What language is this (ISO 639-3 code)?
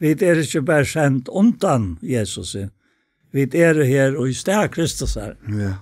fao